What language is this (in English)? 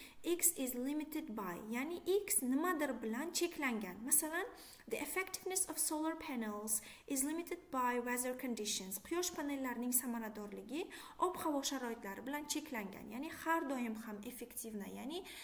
Uzbek